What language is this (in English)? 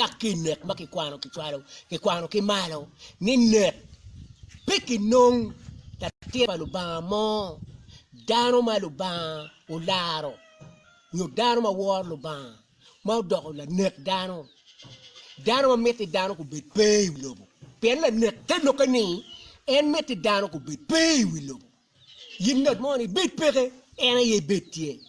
Acoli